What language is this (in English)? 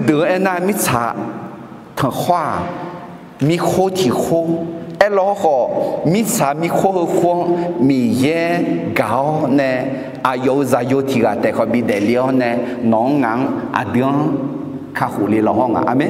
Akha